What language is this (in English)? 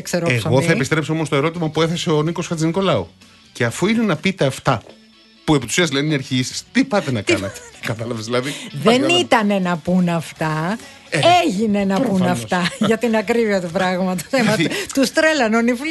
Greek